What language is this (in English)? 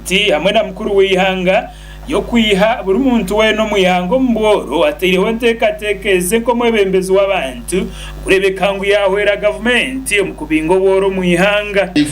Nyankole